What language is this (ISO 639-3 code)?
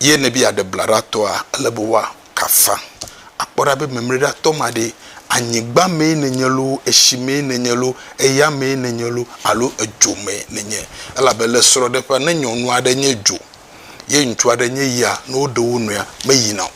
ewe